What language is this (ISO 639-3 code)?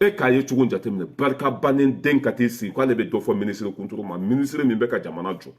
bam